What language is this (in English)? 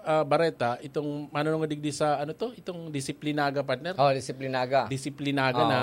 Bikol